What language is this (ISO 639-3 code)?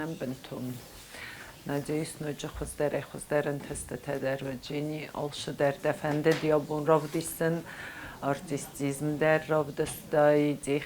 oss